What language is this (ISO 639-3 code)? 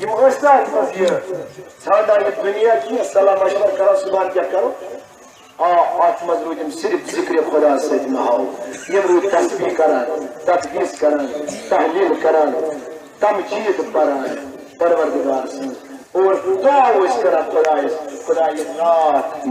kas